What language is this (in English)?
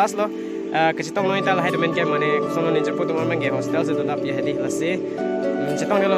Karbi